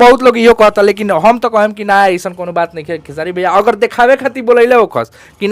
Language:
Bhojpuri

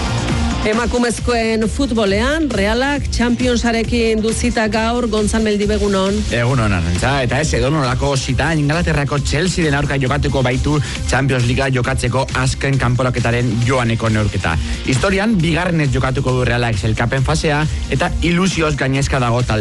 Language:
Basque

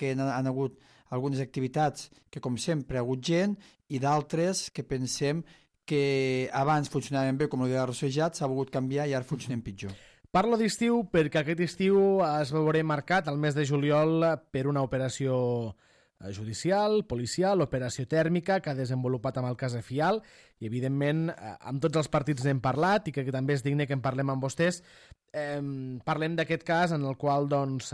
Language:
Catalan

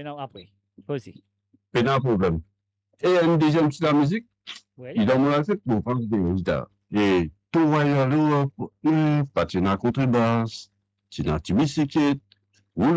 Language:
Morisyen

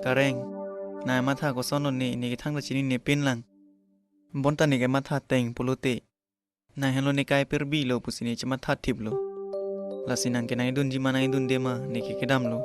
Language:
Karbi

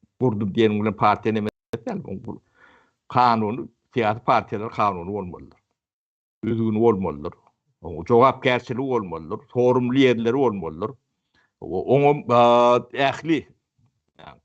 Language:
Turkmen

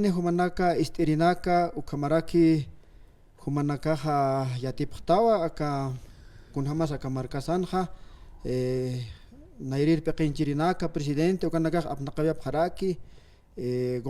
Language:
Aymara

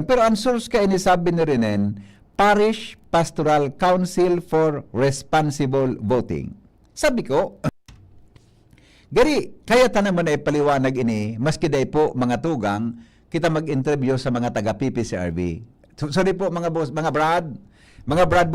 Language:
Bikol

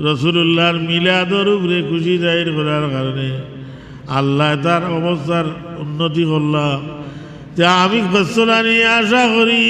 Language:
Sylheti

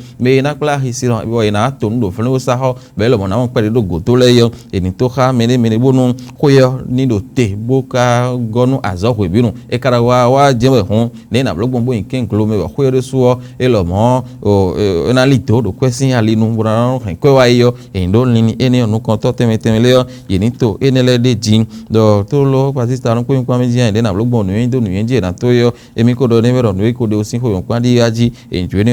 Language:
Fon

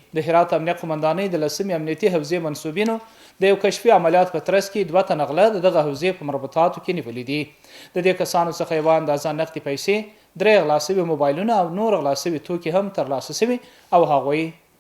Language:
Pashto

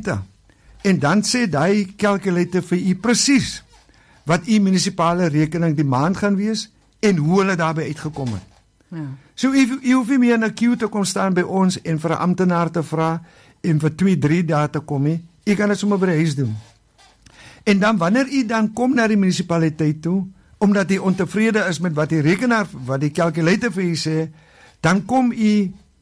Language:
Afrikaans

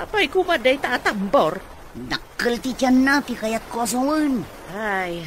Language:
Iloko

